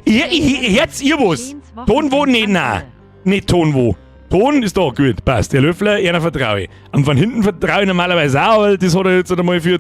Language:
Bavarian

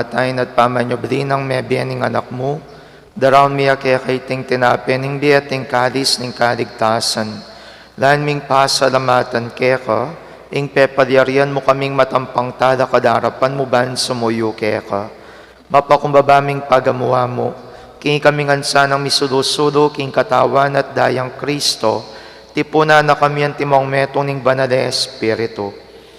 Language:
Pampanga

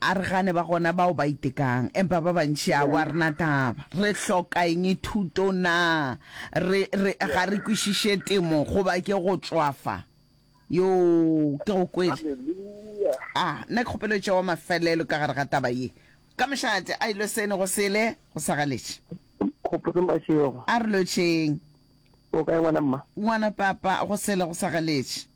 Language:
Northern Sotho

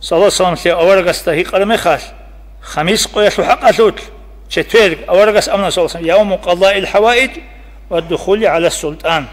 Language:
Avaric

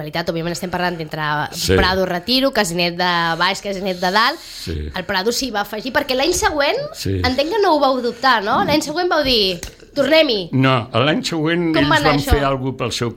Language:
Catalan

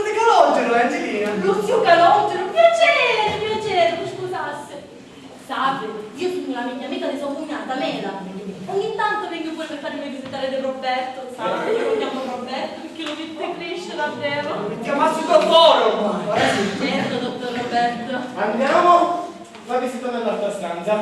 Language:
Sicilian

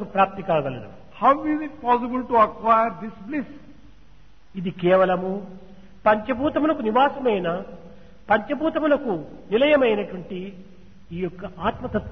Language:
Telugu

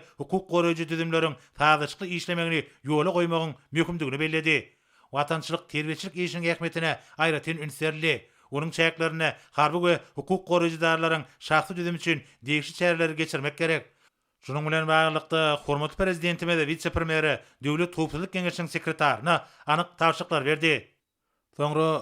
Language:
Turkmen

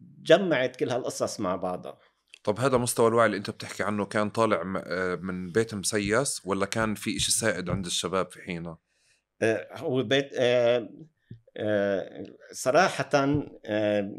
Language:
North Levantine Arabic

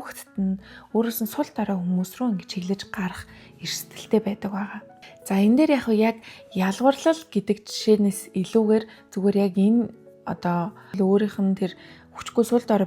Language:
Mongolian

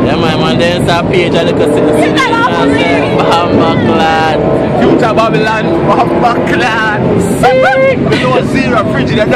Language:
Jamaican Creole English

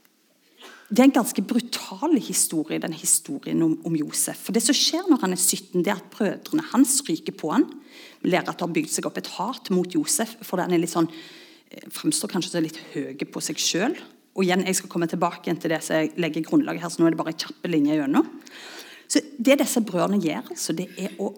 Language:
Norwegian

